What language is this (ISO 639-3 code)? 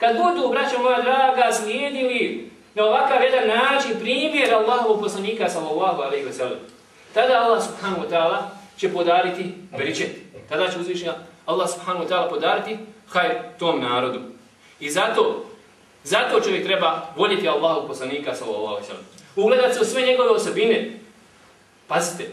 bos